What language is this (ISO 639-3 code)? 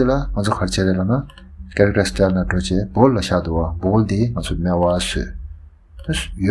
bod